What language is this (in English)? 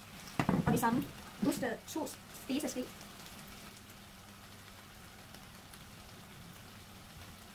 Danish